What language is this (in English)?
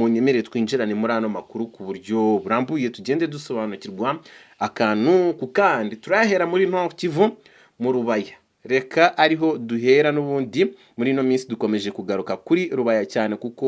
Kinyarwanda